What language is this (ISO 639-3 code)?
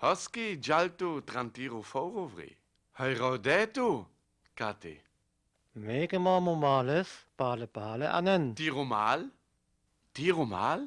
rmo